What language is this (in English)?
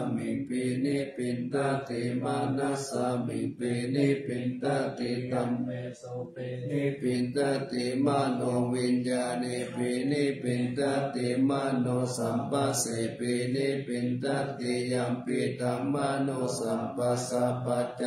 Pali